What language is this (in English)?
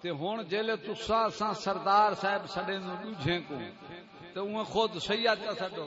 Saraiki